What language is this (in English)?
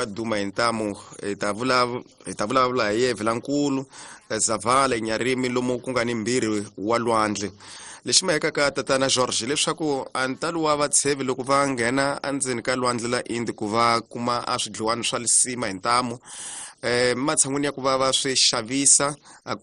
Tsonga